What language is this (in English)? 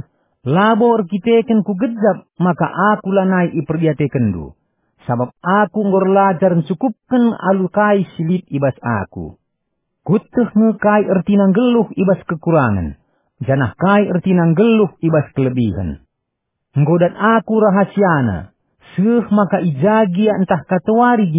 Batak Karo